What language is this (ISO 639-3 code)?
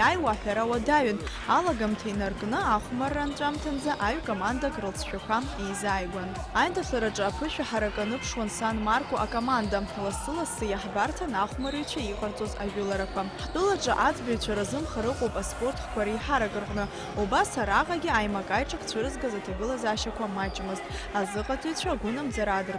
abk